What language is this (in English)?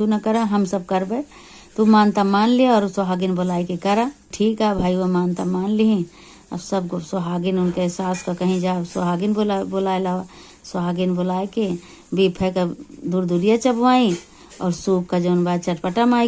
Awadhi